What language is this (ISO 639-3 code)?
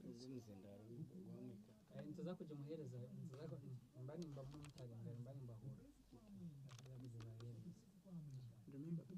nyn